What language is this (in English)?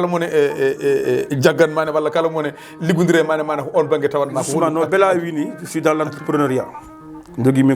Fula